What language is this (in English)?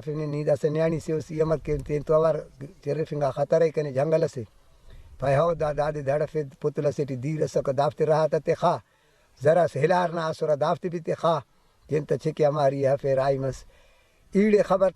Brahui